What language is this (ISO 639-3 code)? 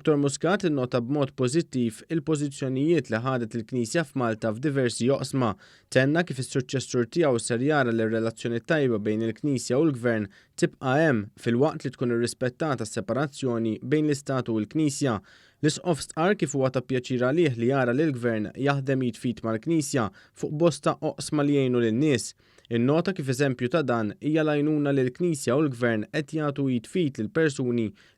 mlt